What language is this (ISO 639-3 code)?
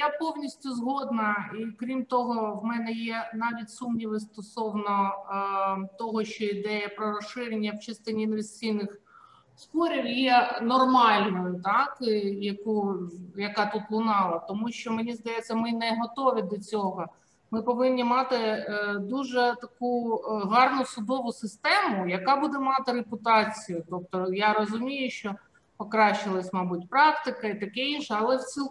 ukr